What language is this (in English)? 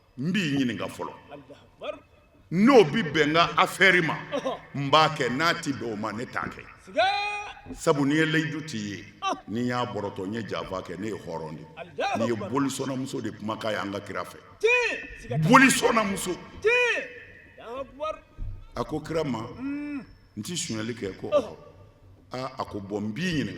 Bambara